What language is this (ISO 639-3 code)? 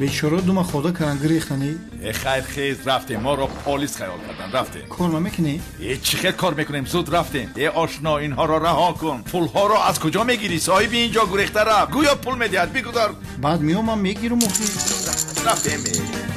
tgk